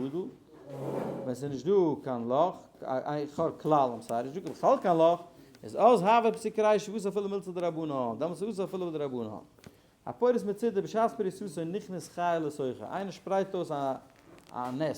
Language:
Yiddish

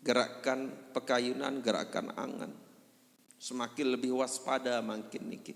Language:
Sasak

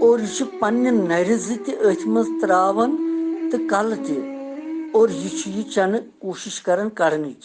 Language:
Kashmiri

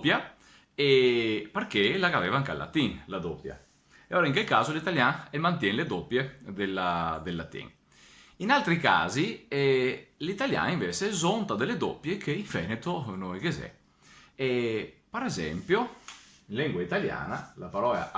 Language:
Venetian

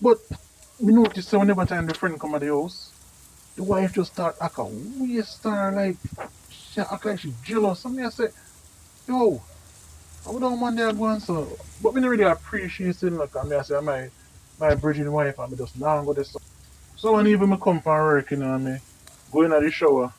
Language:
Jamaican Creole English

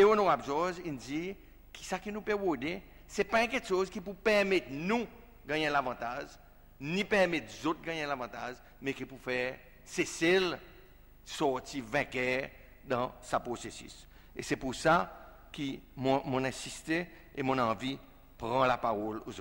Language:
Seselwa Creole French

